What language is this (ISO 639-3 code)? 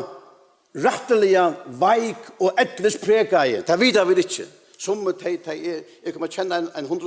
fao